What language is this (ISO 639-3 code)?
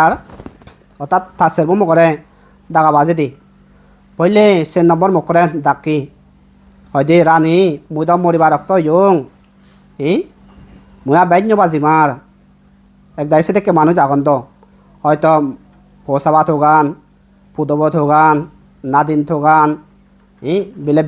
ccp